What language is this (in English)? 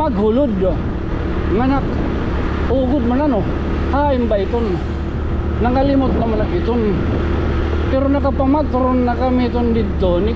Waray